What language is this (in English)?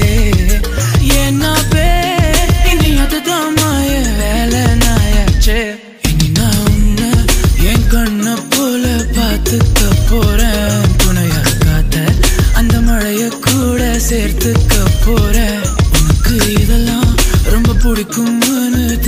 Tamil